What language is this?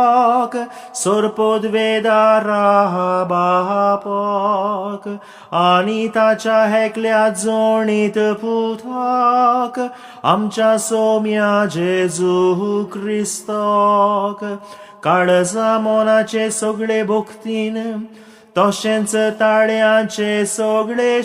Konkani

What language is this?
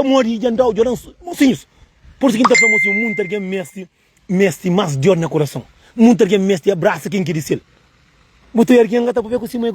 Kabuverdianu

